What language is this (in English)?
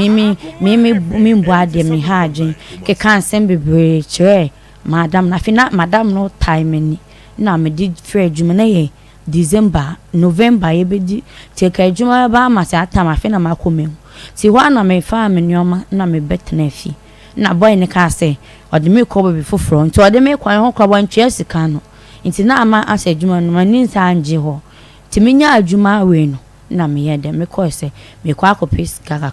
Akan